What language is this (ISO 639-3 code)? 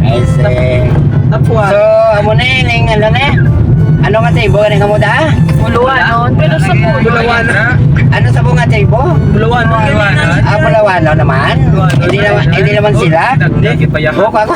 hil